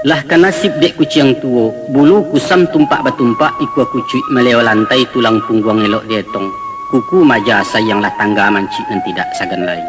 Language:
Minangkabau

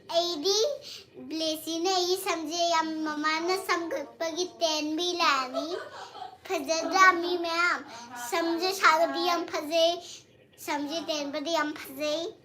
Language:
Manipuri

